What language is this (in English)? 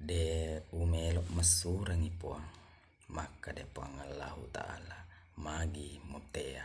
Buginese